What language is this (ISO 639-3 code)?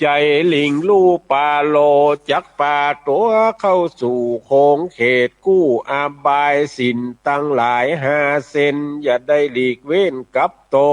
nod